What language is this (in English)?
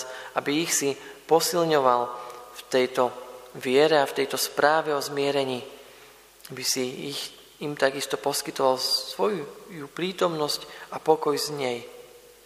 Slovak